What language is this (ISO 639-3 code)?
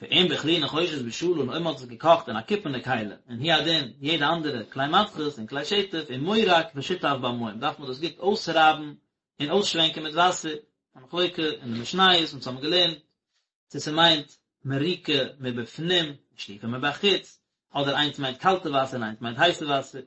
yid